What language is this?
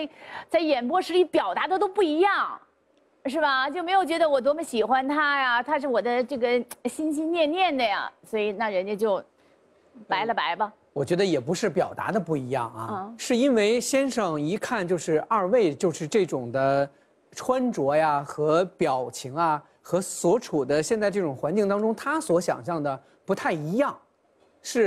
Chinese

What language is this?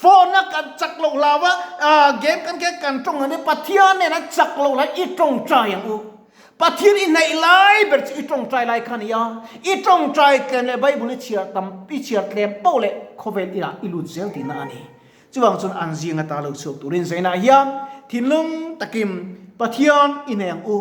Mizo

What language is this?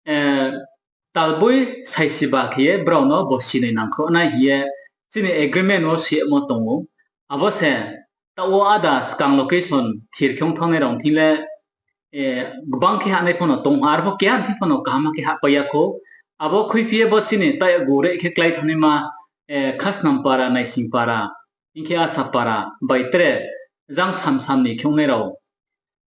Riang (India)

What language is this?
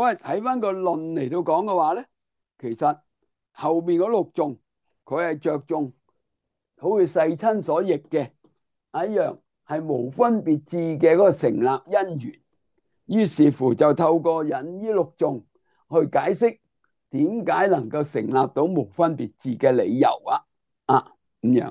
Cantonese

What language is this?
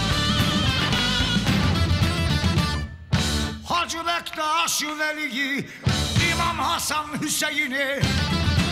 Turkish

